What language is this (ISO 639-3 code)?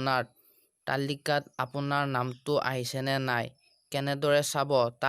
asm